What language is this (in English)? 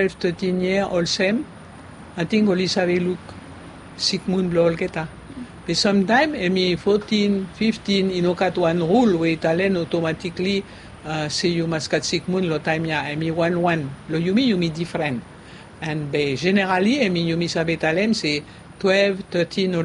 Bislama